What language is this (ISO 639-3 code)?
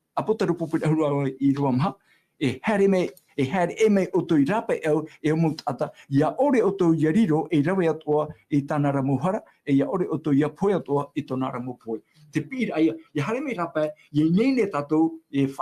tah